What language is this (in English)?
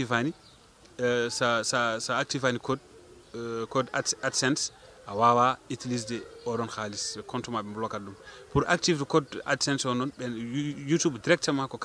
Fula